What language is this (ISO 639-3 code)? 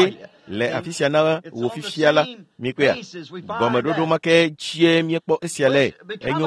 ewe